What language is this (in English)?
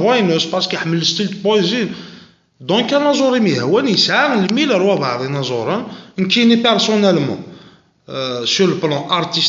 Kabyle